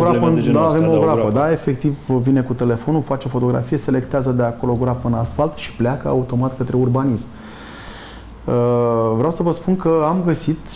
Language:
Romanian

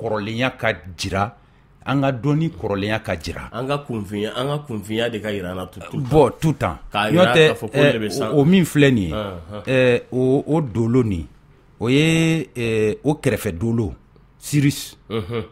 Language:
Bambara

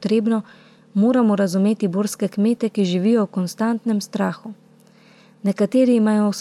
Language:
Slovenian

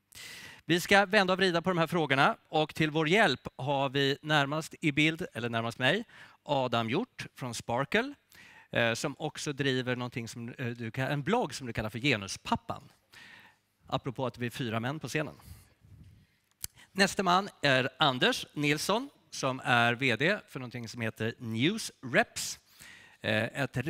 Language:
Swedish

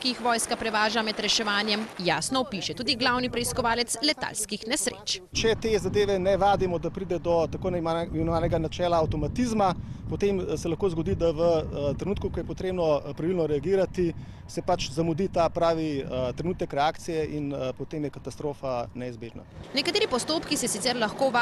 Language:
Slovenian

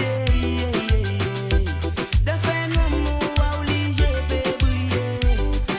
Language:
Morisyen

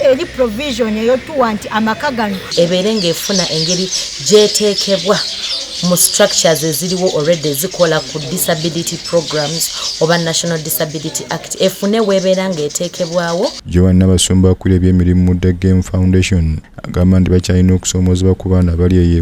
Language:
Ganda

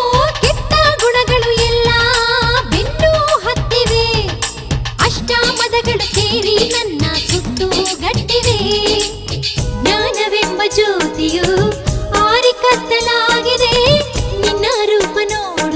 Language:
Kannada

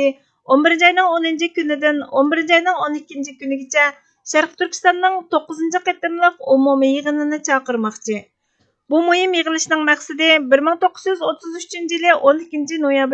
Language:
Uyghur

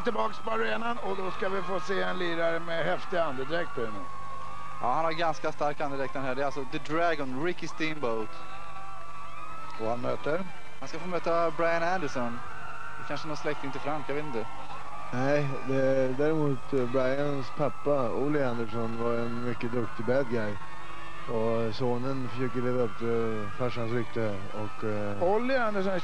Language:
Swedish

